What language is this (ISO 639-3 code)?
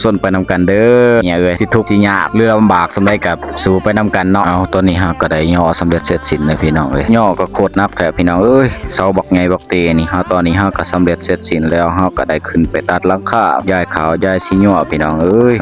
lao